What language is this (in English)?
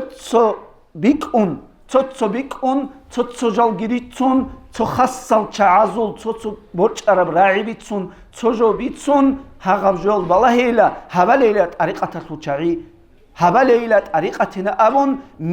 Avaric